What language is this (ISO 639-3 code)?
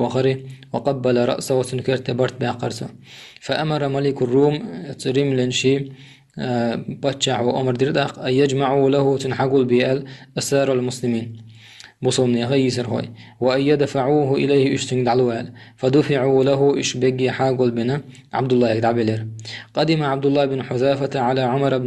che